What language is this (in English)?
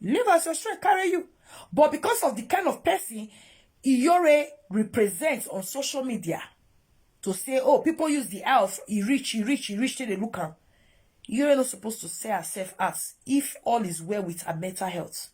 Nigerian Pidgin